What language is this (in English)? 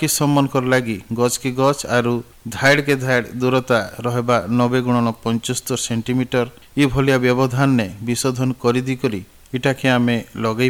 Odia